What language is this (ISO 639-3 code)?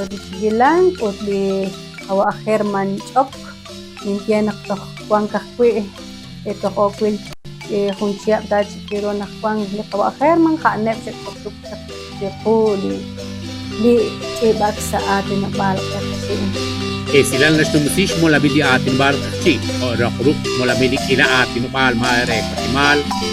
kek